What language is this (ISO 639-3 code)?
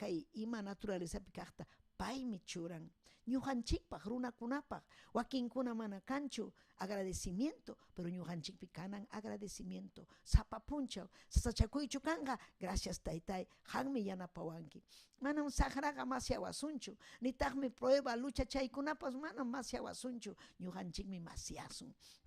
quy